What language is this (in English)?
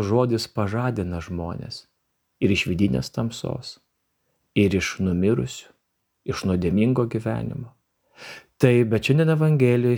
Lithuanian